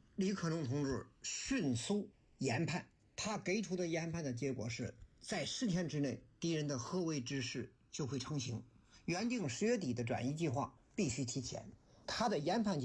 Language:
Chinese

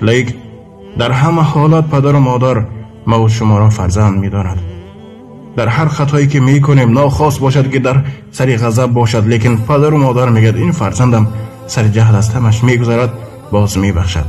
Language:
Tajik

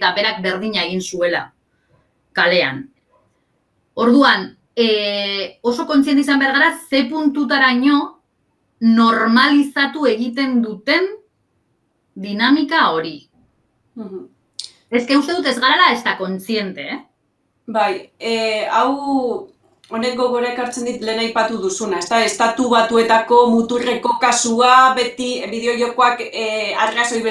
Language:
Basque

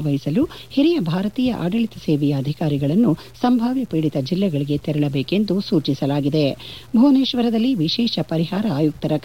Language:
Kannada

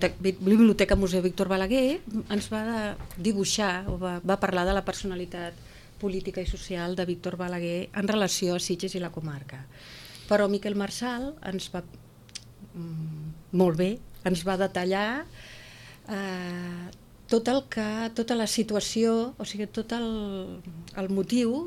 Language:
Catalan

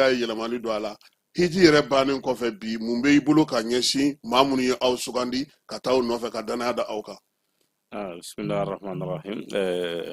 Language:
Bambara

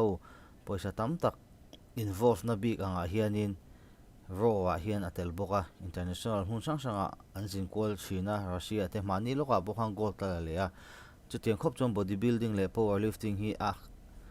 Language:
Mizo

